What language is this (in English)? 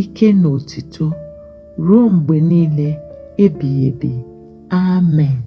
Igbo